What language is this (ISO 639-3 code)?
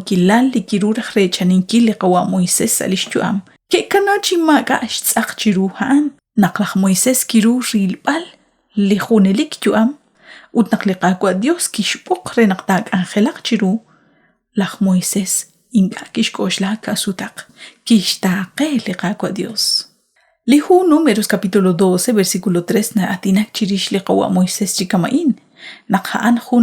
kek